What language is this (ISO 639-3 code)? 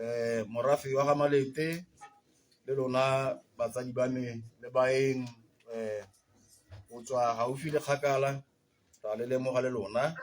tsn